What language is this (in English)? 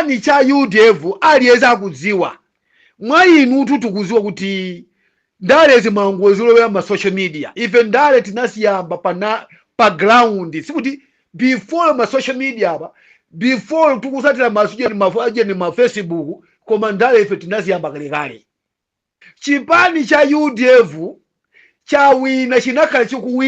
Nyanja